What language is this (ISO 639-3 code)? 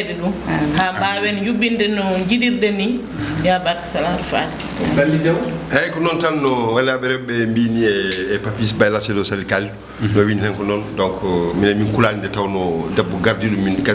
ful